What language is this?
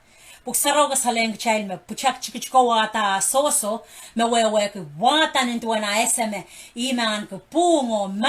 Pohnpeian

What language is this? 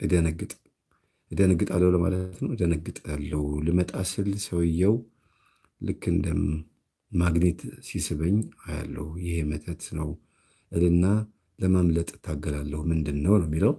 Amharic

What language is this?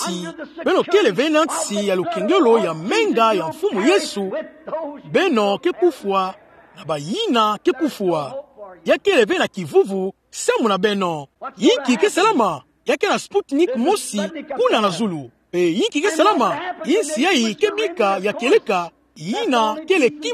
Kituba (Democratic Republic of Congo)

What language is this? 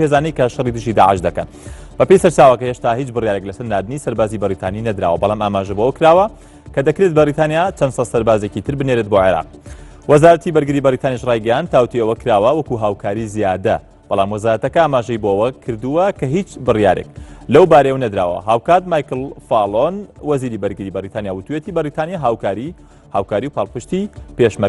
Central Kurdish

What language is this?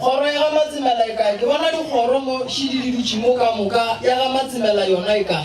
Northern Sotho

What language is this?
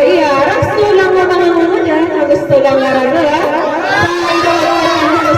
Maranao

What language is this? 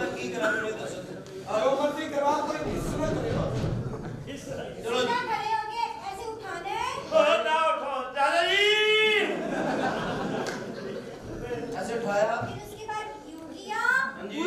Punjabi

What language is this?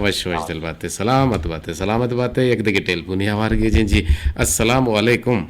Eastern Balochi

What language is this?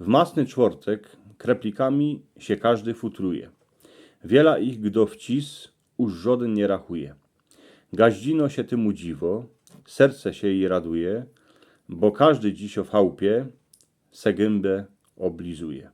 Silesian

